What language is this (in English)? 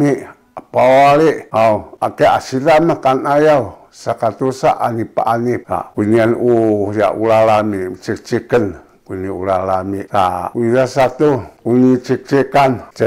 Sakizaya